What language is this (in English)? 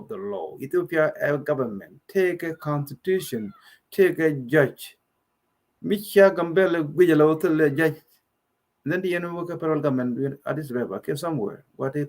Nuer